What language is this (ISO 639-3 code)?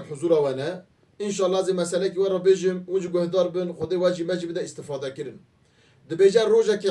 kur